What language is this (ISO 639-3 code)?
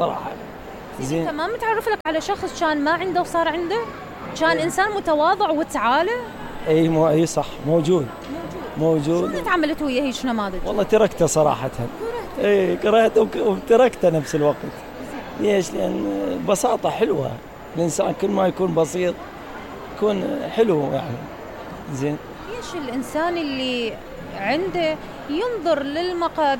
acm